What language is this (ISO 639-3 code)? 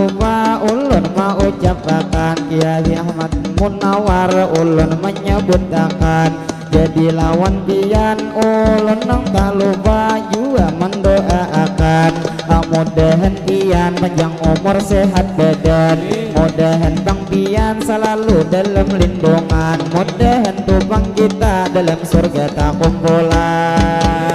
bjn